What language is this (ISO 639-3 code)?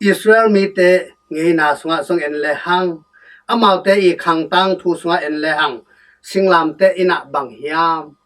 ctd